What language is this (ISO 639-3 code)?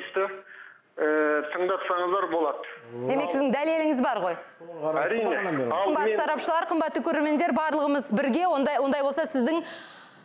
kaz